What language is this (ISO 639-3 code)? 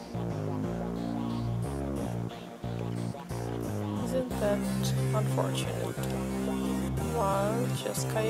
eng